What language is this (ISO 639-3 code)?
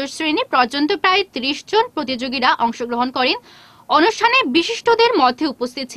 ben